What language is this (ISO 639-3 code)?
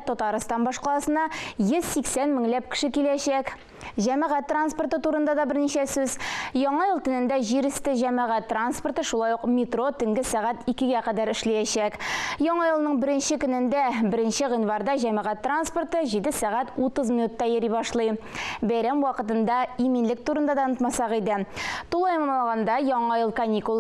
tat